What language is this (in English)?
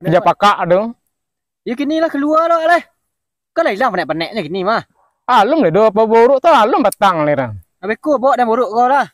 Minangkabau